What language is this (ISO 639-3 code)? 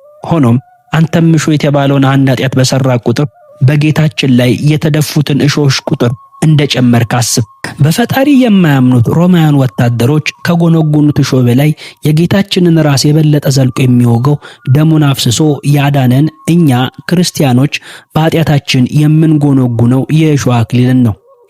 amh